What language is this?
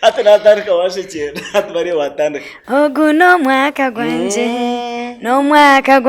Nyankole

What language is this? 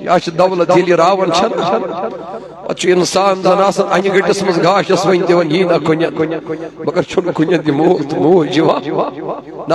Kashmiri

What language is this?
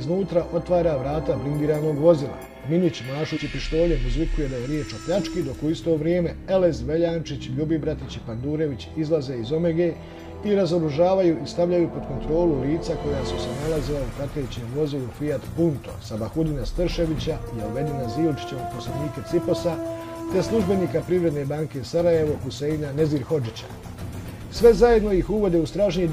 Bosnian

